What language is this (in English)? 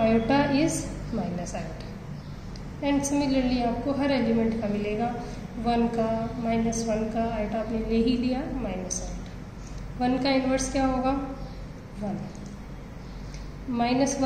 Hindi